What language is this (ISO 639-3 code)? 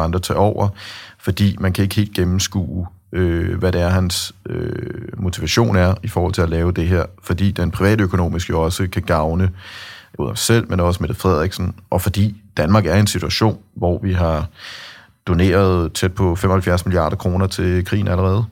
dan